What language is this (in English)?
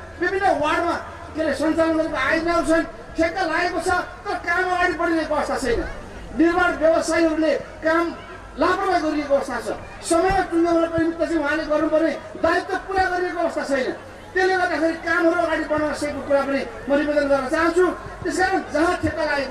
Nepali